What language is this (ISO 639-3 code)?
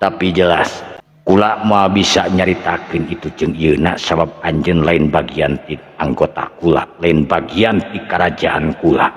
sun